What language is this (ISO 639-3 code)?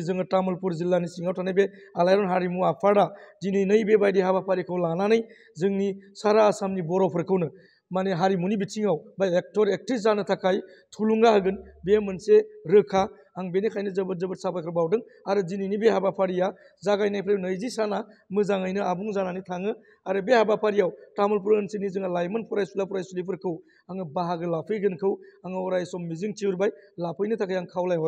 brx